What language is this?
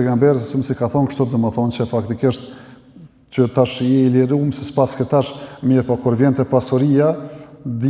Albanian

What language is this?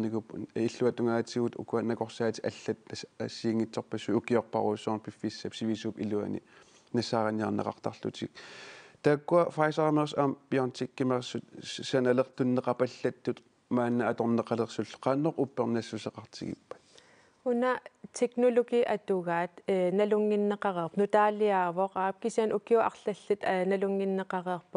Kalaallisut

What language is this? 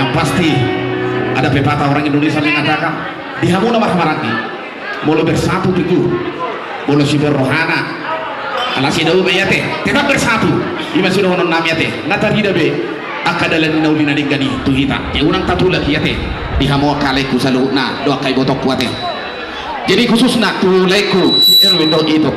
Batak Toba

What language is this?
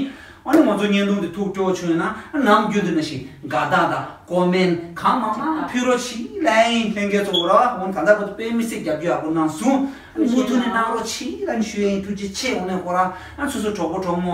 Tibetan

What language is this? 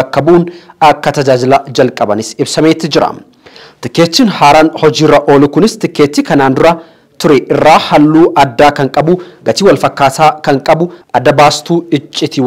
Oromo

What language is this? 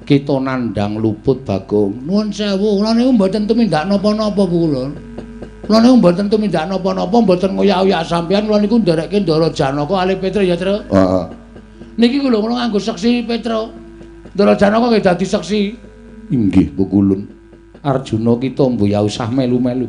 Javanese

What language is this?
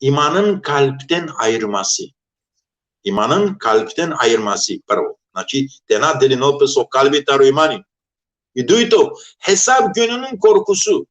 Balkan Romani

